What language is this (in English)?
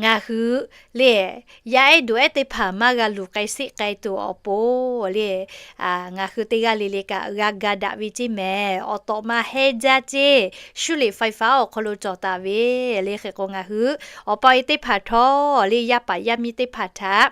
Lahu